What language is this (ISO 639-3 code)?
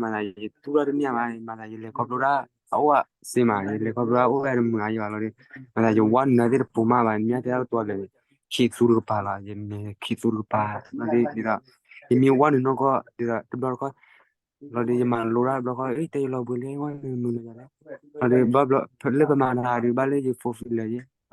ksw